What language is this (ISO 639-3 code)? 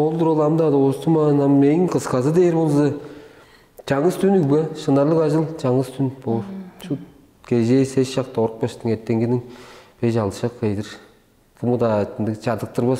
tyv